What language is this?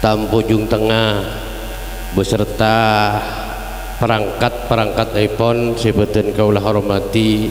Madurese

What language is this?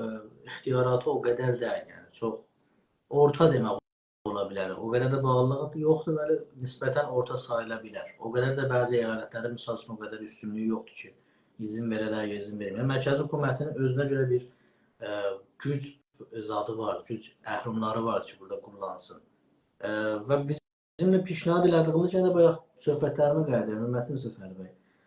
South Azerbaijani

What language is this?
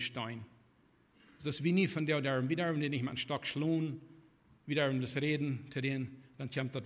Plautdietsch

